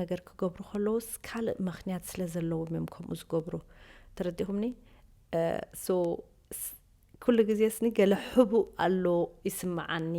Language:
Tigrinya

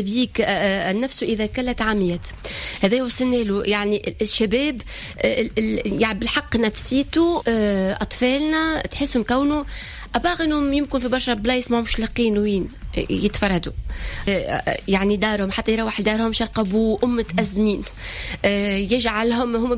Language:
Tunisian Arabic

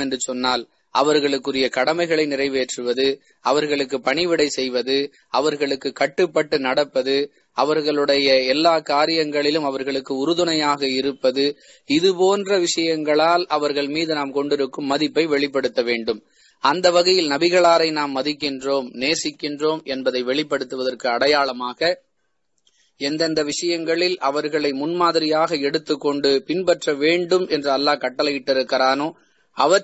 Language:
Tamil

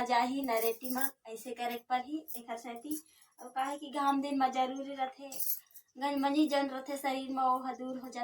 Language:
Chhattisgarhi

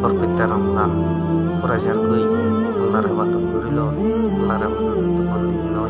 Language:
Rohingya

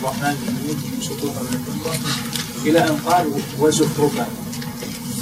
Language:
Arabic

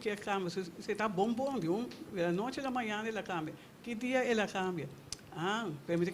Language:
Papiamento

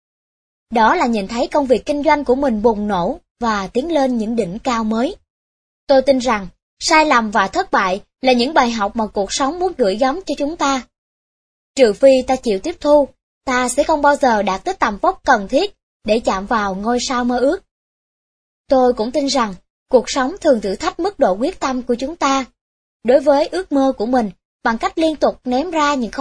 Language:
Vietnamese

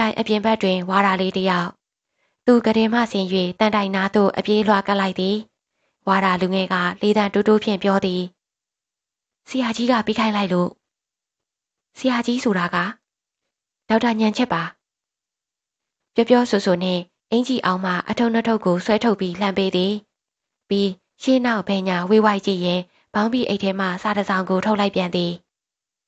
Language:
Burmese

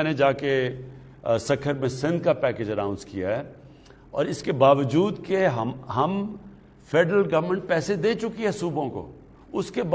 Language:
Urdu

